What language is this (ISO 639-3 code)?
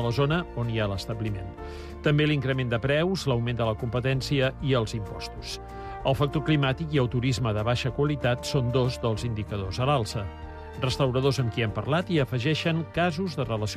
cat